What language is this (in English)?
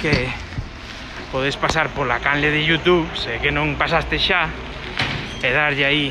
Galician